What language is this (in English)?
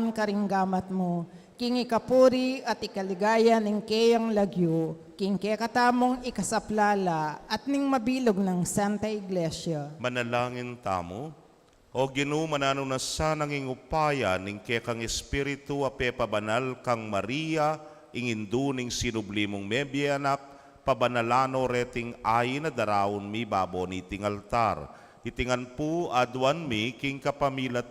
Pampanga